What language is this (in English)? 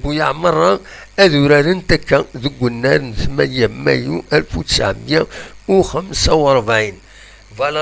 Kabyle